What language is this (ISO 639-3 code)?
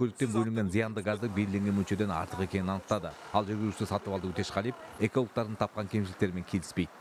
kaz